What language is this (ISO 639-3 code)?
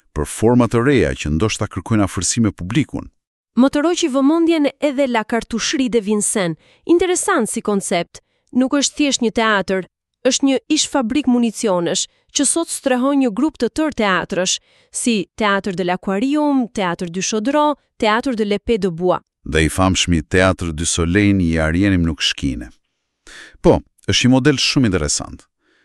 sqi